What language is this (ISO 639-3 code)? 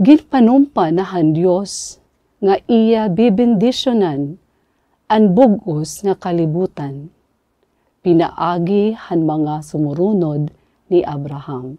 war